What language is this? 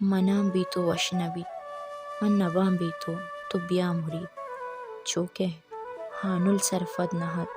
Baluchi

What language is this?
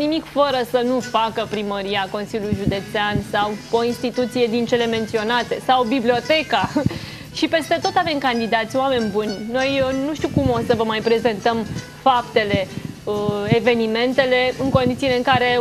Romanian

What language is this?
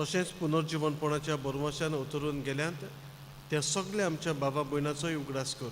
Konkani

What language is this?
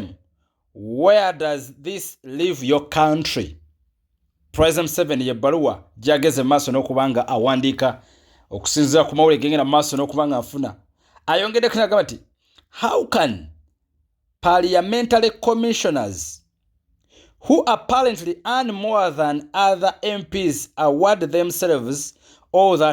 Ganda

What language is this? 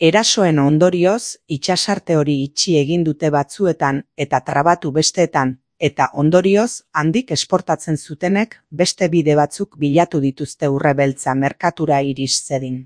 Basque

